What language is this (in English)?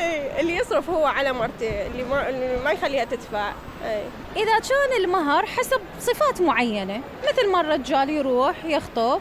Mesopotamian Arabic